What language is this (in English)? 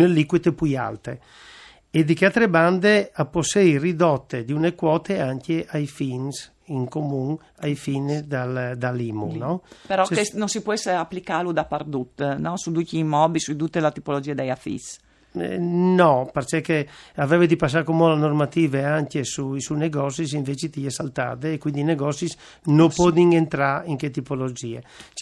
Friulian